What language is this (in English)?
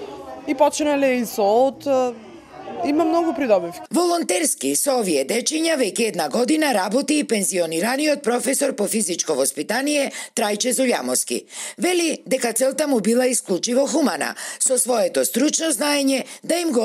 Macedonian